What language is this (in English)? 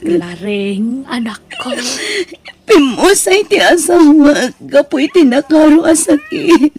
Iloko